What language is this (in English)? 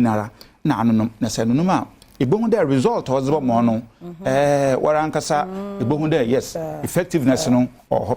Akan